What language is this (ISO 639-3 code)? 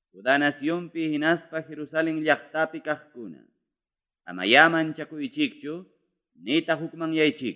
quy